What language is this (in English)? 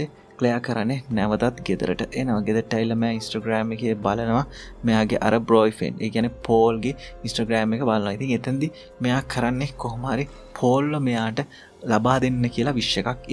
Sinhala